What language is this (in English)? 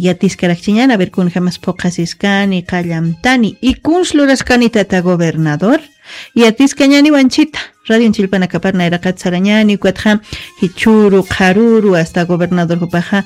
Aymara